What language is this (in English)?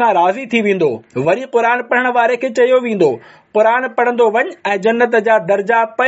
Sindhi